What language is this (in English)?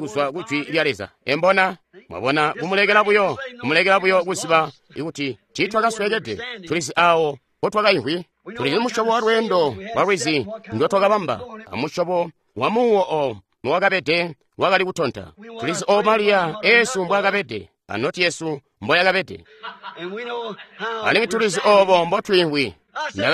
Tonga (Zambia)